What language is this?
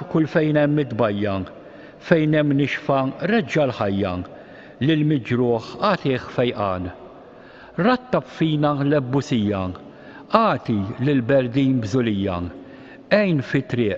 Maltese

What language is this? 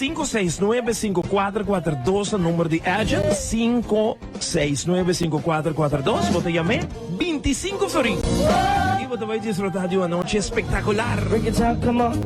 Papiamento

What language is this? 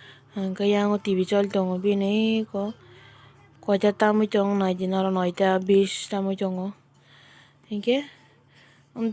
Kok Borok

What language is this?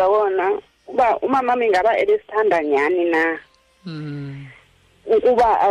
Xhosa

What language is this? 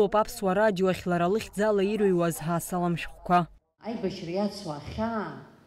Abkhazian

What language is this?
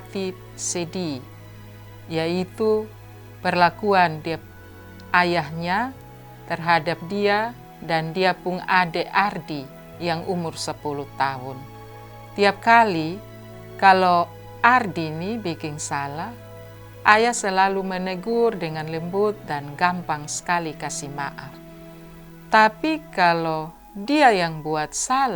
Kupang Malay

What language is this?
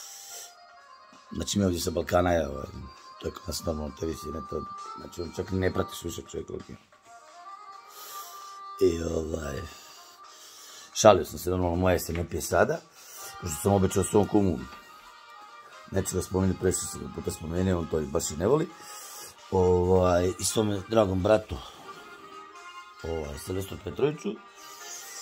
Croatian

